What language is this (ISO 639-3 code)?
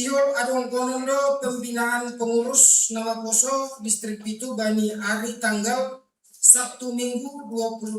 bts